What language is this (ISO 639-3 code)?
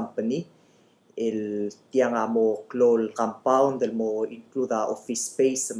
pau